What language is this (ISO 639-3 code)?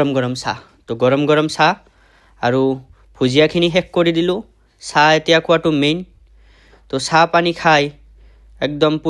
asm